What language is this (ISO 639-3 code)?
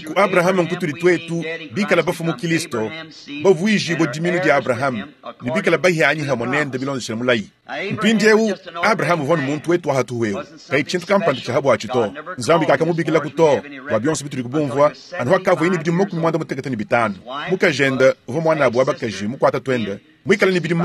lua